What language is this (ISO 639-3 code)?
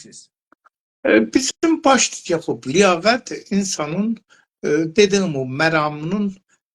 azb